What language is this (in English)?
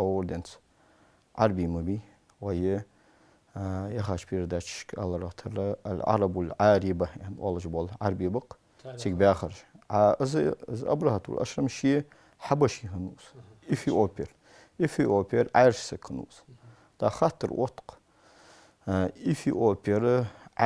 Ingush